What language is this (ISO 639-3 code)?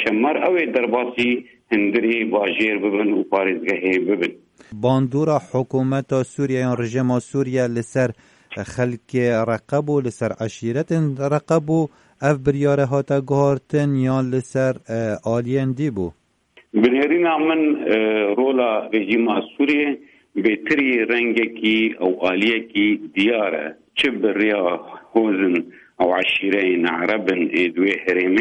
kur